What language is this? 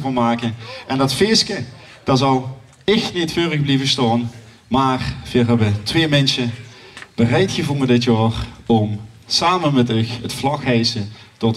Limburgish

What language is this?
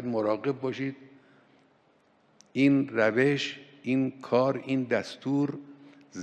Persian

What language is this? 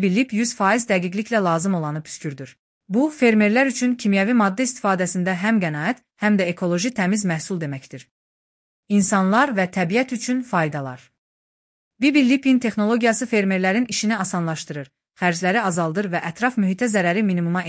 Azerbaijani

